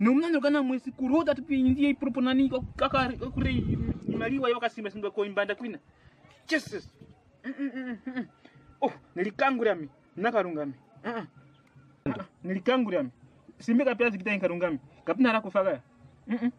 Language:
Kwangali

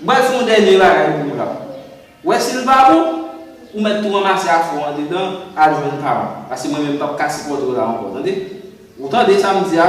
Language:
Haitian Creole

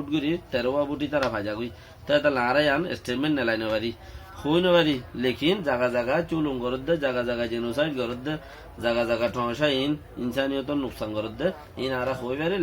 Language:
Rohingya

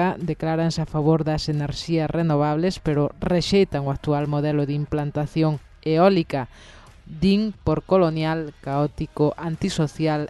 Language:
Galician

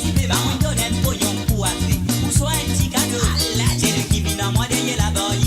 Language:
Morisyen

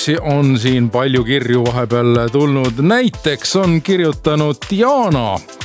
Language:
Estonian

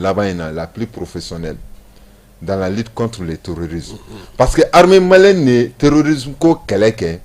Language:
Bambara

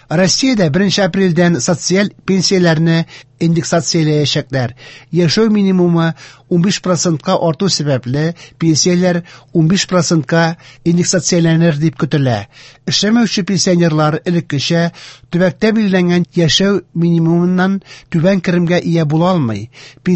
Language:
Tatar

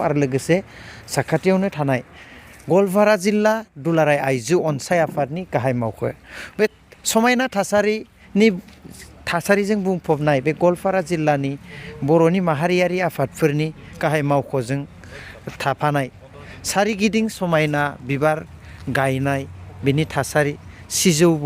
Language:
Bodo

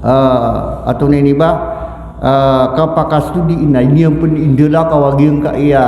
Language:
Maranao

